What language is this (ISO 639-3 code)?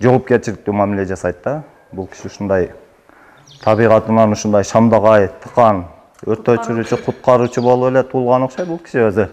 kir